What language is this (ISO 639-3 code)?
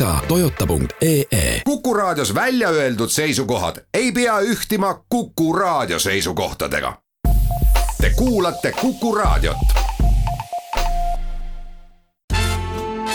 est